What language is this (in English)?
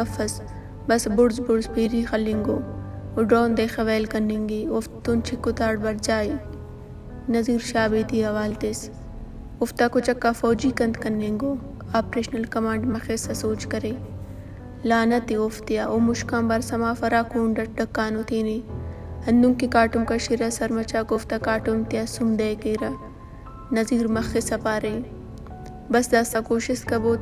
Brahui